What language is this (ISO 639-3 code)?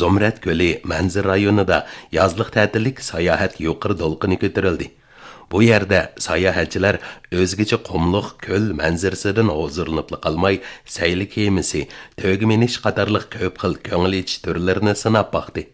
uig